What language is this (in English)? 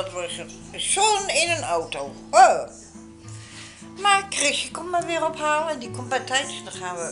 Dutch